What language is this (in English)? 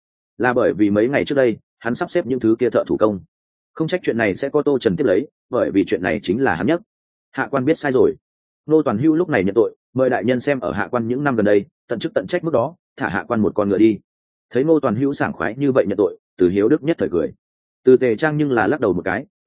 Vietnamese